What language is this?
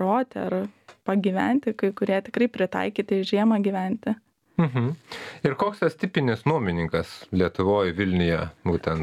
Lithuanian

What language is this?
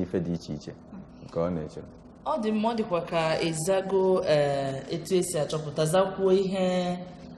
Igbo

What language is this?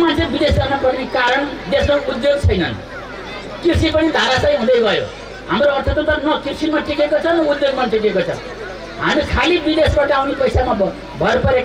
Nepali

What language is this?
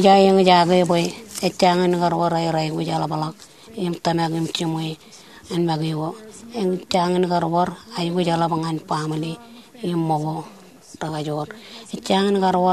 Marshallese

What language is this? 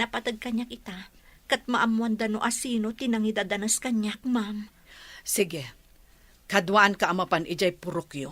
Iloko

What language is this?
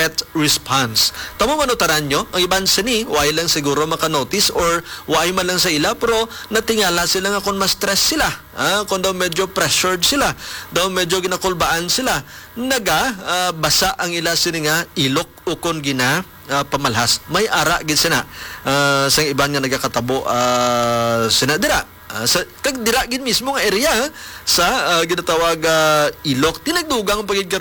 Hiligaynon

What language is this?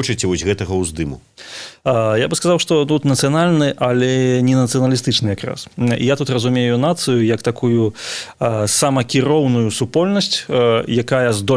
Belarusian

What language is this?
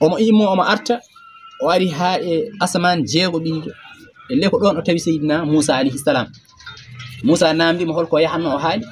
Fula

